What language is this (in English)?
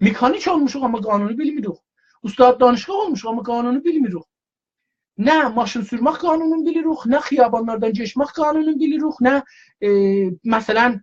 South Azerbaijani